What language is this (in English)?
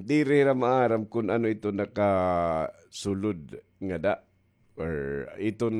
Waray